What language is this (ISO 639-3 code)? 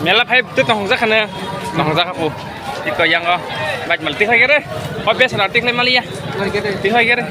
trp